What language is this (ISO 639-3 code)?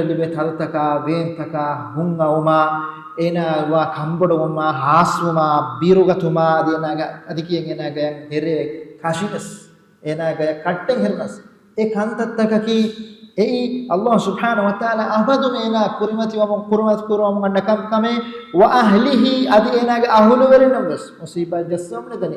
div